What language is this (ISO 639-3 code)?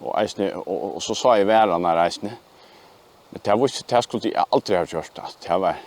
fao